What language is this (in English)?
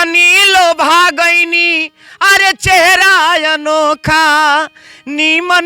Bhojpuri